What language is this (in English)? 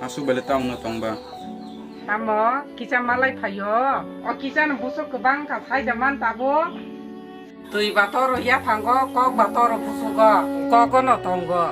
Kok Borok